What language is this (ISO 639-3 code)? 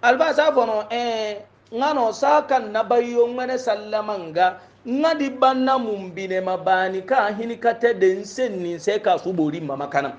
hau